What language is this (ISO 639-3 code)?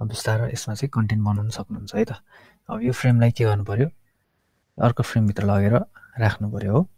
nep